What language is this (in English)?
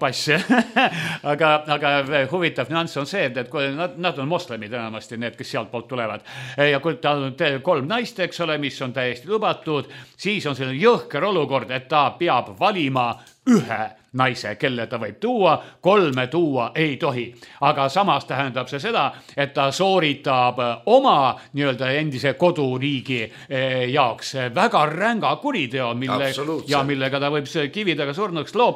Estonian